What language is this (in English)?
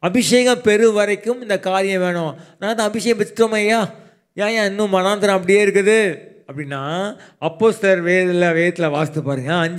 Tamil